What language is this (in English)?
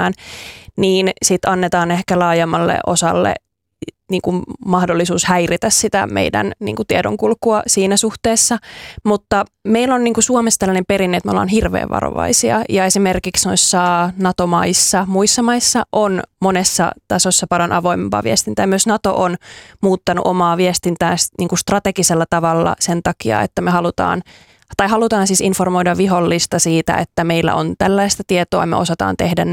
Finnish